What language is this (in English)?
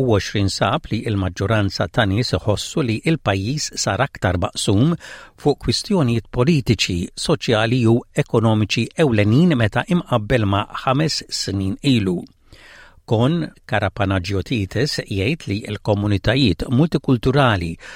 Maltese